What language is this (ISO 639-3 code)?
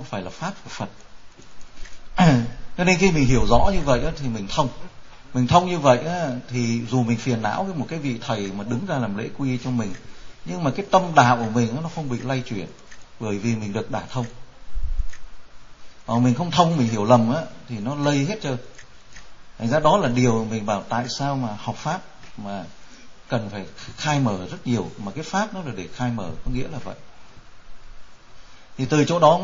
vie